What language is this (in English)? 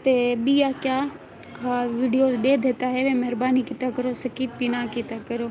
Saraiki